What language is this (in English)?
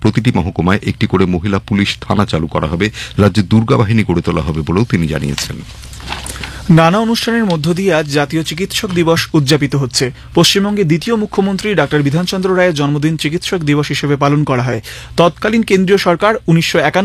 Bangla